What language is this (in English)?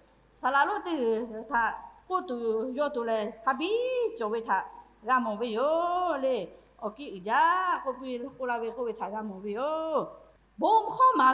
Lahu